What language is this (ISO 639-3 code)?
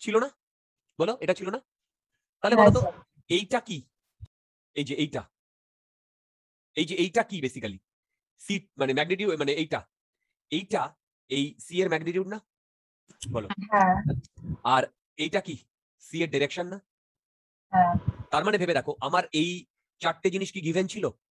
ben